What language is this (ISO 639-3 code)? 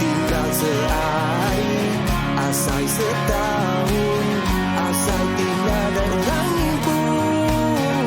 iba